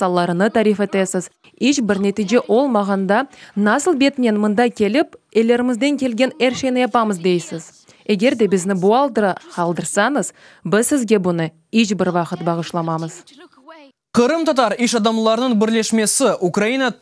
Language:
Crimean Tatar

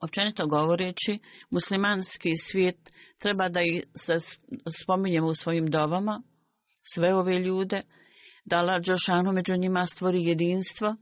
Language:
Bosnian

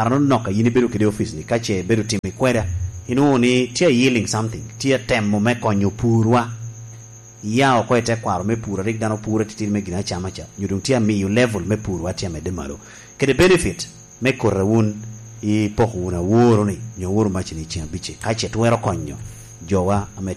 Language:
Lango (Uganda)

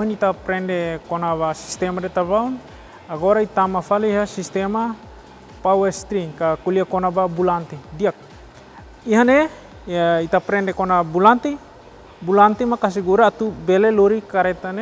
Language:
Tetum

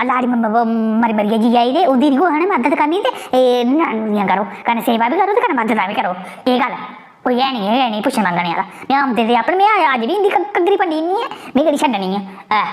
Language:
Dogri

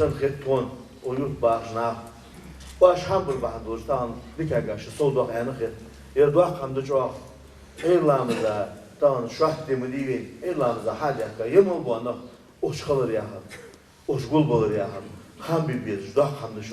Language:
Ingush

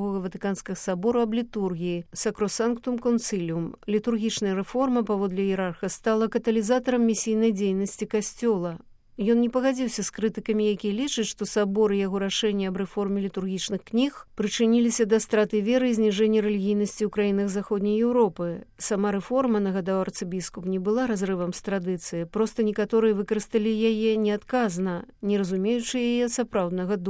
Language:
Belarusian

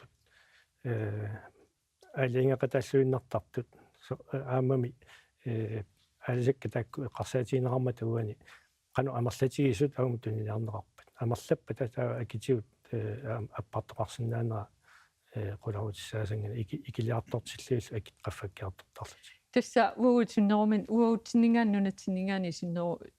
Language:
Kalaallisut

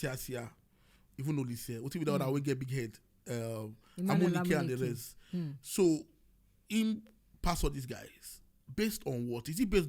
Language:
Nigerian Pidgin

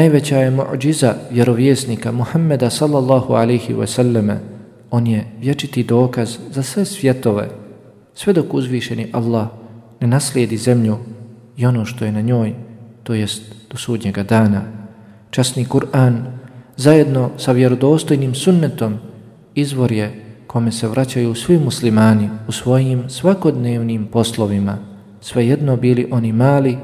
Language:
Bosnian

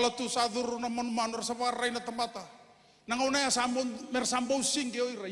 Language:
Fijian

